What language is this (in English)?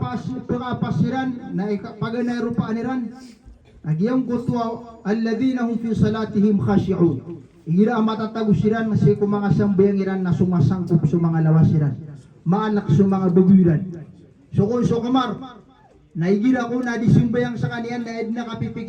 Maranao